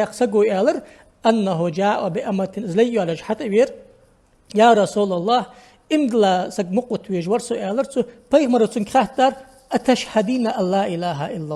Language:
Ingush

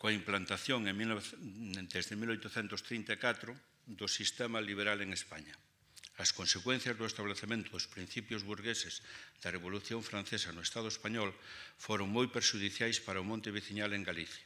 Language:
Galician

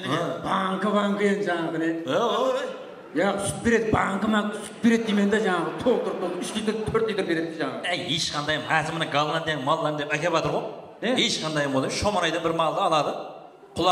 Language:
Kara-Kalpak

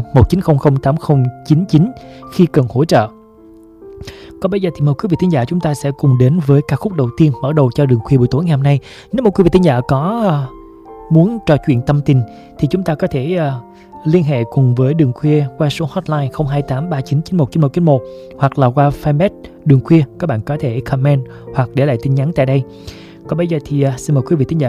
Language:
Vietnamese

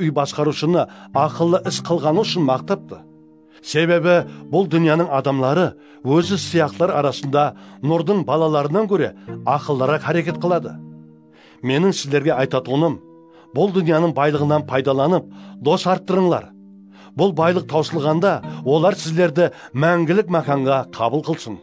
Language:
Kara-Kalpak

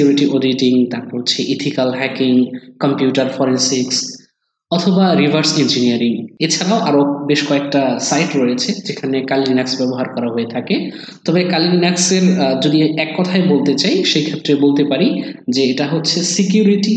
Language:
Bangla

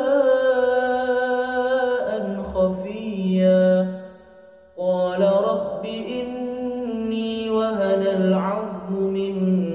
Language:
Arabic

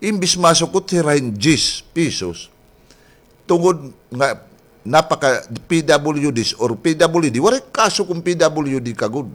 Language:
Waray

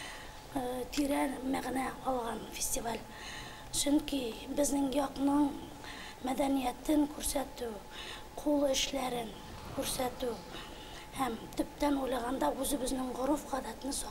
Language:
Bashkir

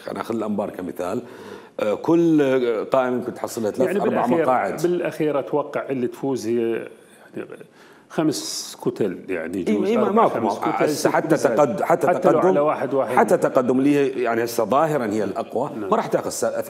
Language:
Mesopotamian Arabic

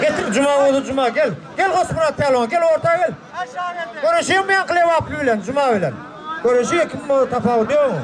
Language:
Turkmen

